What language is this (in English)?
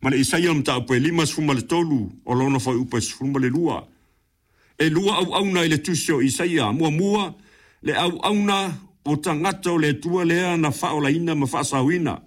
Samoan